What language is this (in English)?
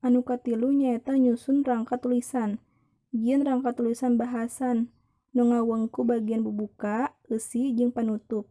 Sundanese